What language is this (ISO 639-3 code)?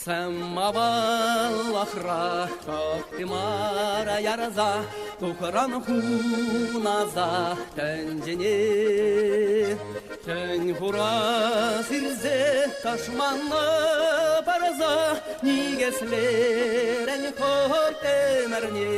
chv